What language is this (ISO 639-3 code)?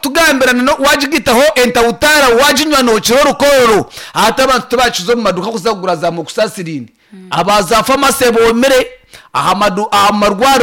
nyn